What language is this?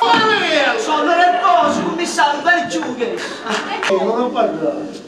Neapolitan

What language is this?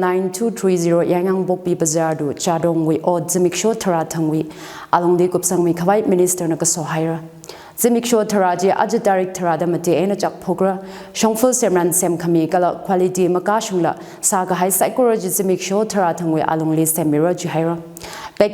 Tangkhul Naga (India)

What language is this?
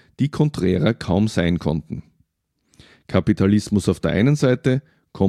German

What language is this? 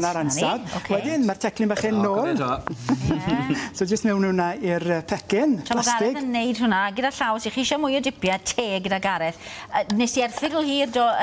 Welsh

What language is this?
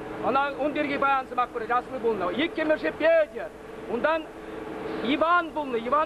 Chuvash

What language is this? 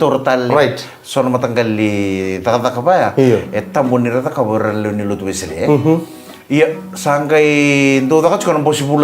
Fijian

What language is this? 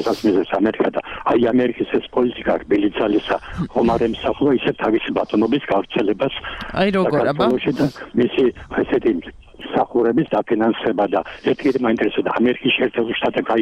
Georgian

